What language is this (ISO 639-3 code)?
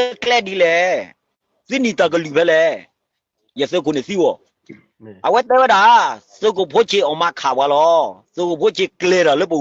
ksw